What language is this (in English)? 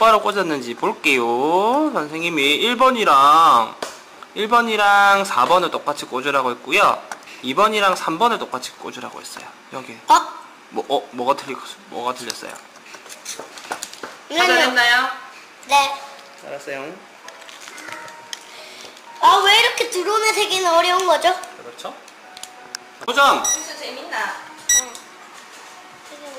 Korean